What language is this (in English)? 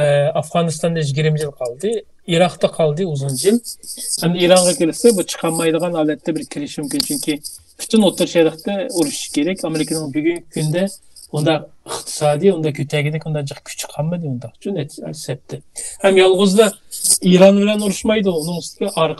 Uyghur